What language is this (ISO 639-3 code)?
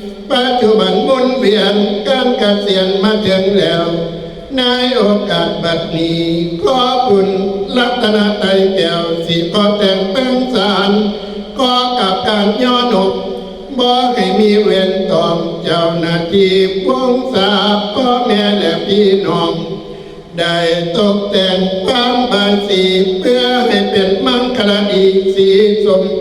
tts